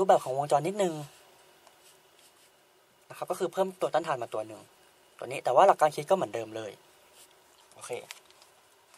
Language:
Thai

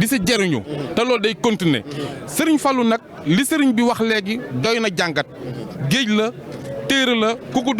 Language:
Wolof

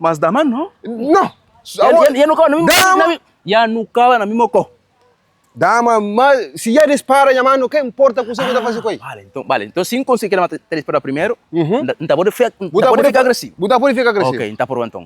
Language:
Kabuverdianu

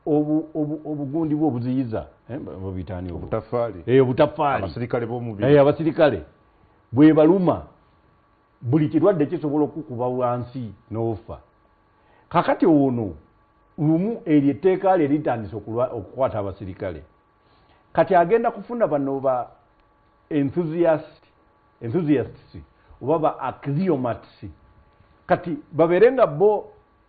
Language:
Ganda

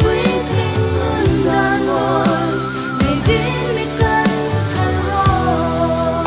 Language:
Hmar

